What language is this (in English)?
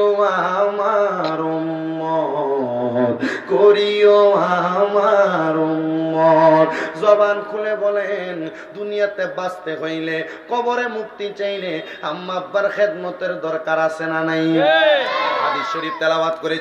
Bangla